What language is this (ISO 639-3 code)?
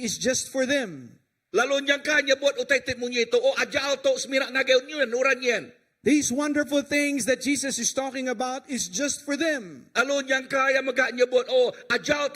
iba